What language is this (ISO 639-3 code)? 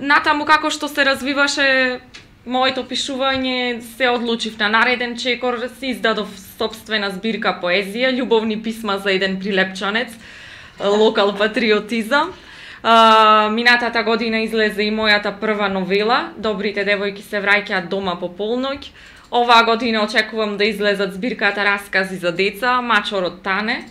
mkd